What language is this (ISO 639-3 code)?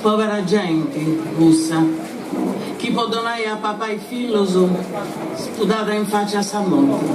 srd